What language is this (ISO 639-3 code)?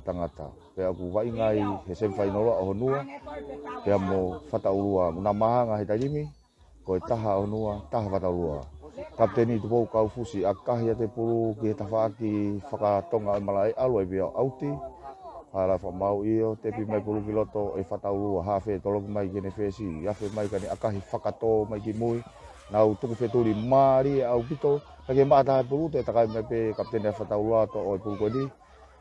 ton